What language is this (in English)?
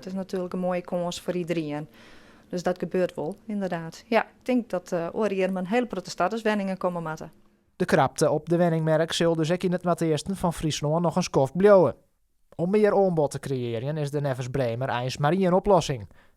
Western Frisian